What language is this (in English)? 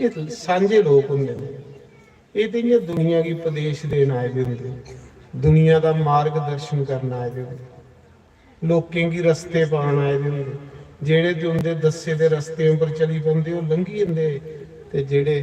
Dogri